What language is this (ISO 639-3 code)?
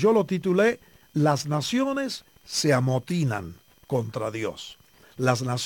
spa